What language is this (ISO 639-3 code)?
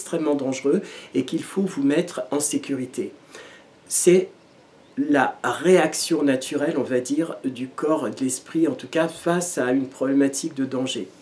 fra